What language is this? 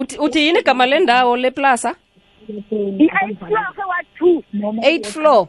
South Ndebele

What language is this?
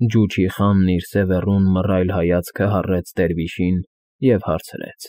Armenian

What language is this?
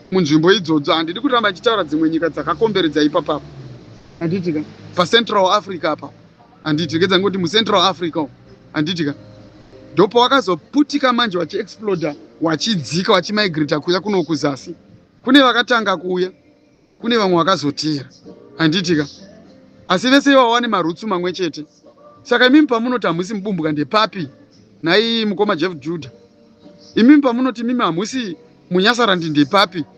Shona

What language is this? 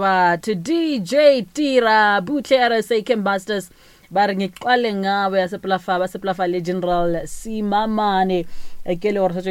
Northern Sotho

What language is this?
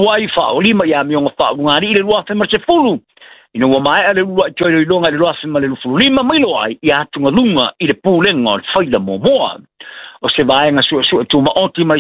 Samoan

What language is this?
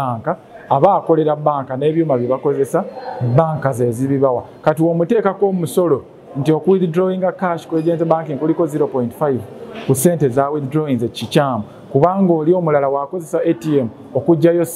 Ganda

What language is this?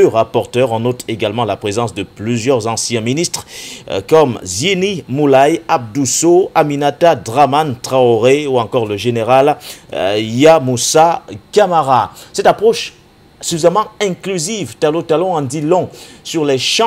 French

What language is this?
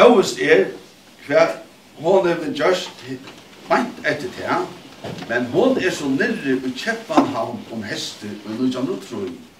Faroese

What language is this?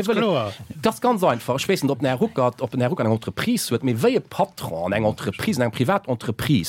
Luxembourgish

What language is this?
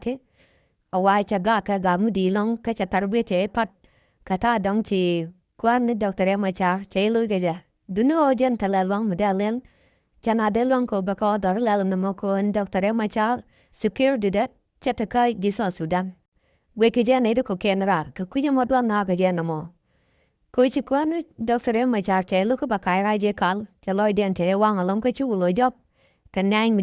Nuer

